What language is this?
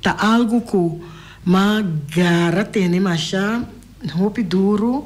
Papiamento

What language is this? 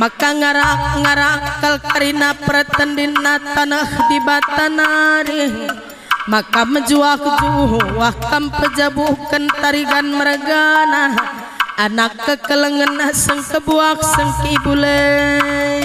Batak Karo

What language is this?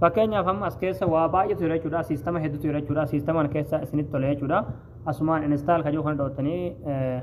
Oromo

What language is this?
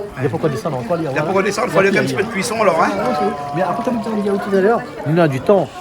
Réunion Creole French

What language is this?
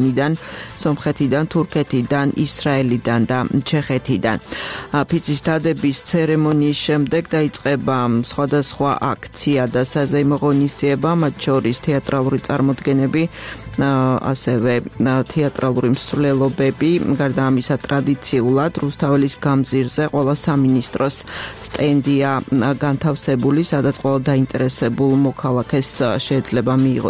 Georgian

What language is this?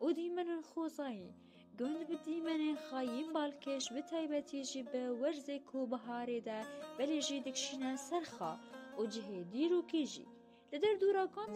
Kurdish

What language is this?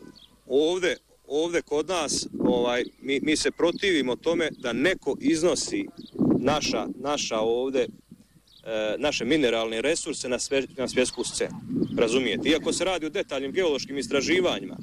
Bosnian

